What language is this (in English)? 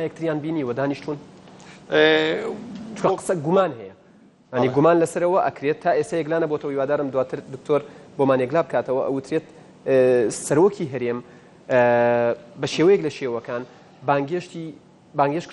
Central Kurdish